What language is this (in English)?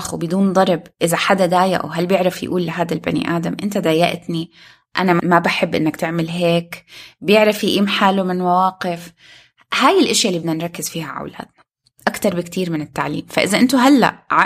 North Levantine Arabic